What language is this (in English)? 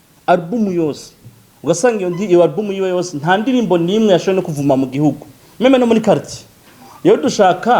Rundi